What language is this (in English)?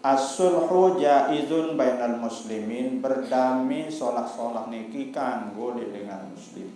Sasak